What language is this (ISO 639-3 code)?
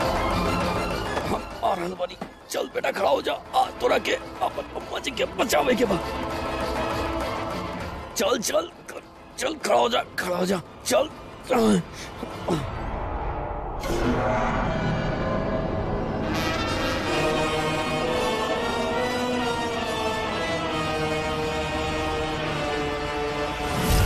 bho